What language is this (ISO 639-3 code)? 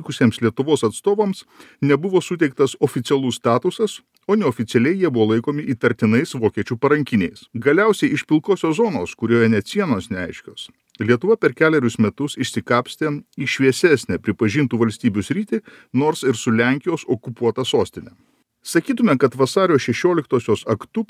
lit